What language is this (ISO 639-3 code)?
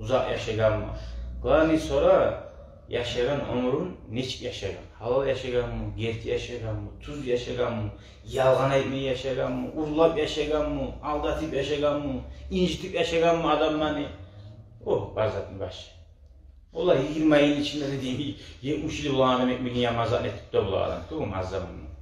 kum